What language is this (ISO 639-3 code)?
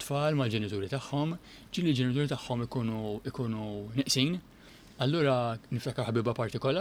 mlt